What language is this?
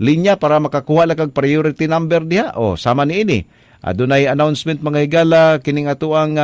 Cebuano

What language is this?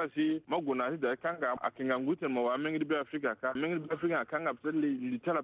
Sango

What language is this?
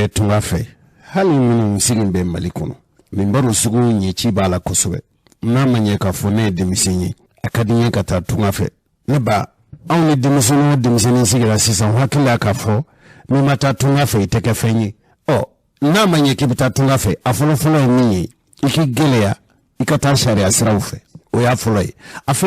Bambara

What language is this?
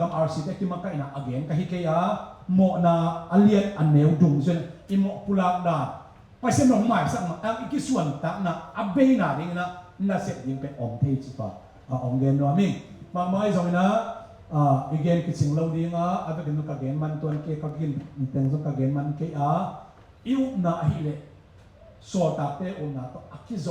Tedim Chin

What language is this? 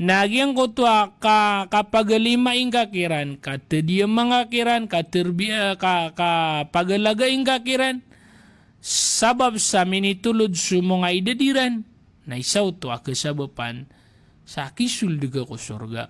Maranao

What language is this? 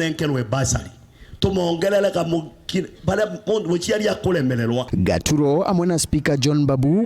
Meru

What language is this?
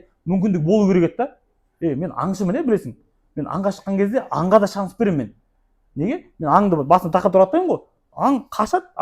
Kazakh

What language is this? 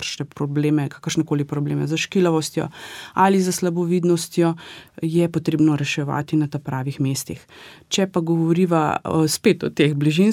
Slovenian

